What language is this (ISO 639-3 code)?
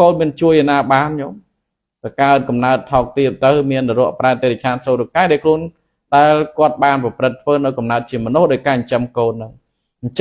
khm